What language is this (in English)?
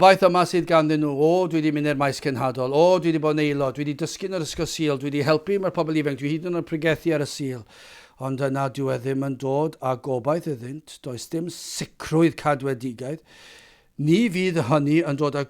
Welsh